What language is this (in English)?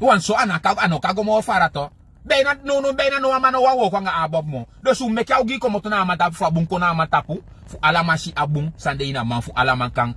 Sranan Tongo